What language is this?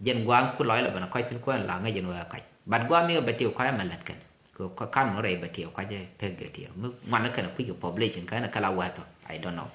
Nuer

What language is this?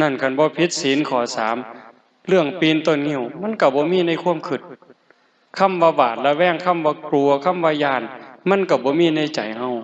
Lao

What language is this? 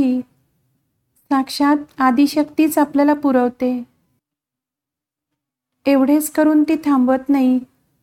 Marathi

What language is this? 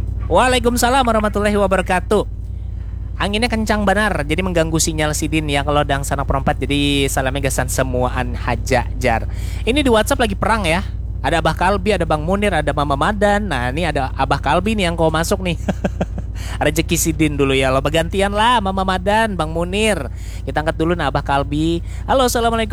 Banjar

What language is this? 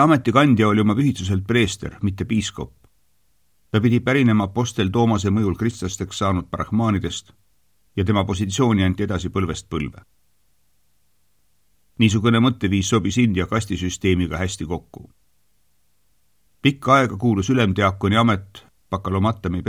Estonian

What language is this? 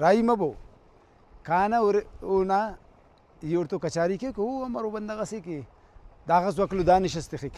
Brahui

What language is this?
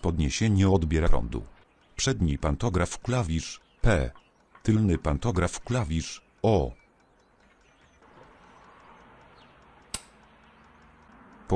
Polish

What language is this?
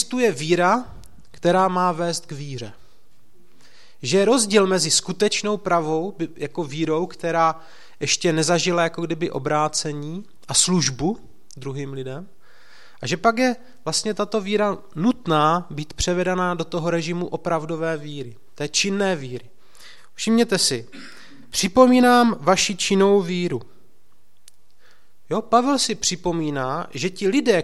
Czech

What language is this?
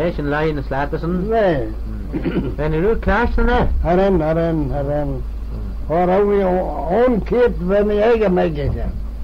Manx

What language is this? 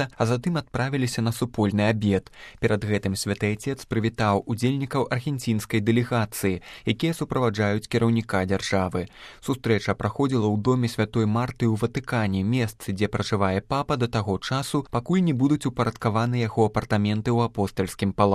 Belarusian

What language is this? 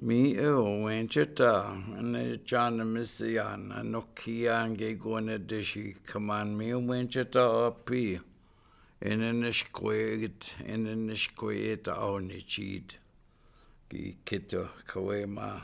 Chippewa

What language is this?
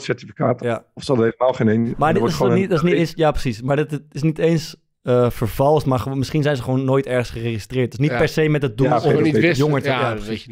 Dutch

